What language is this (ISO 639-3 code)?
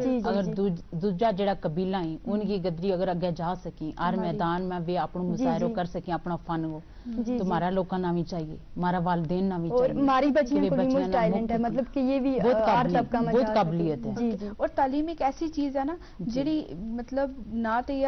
gju